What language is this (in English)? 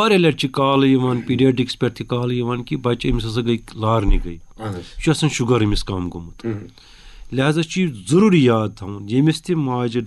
Kashmiri